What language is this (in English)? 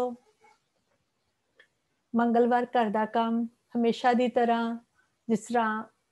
Punjabi